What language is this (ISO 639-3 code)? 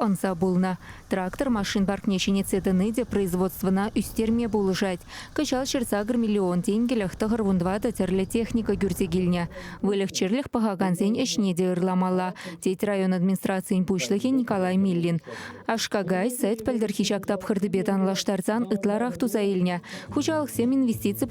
chv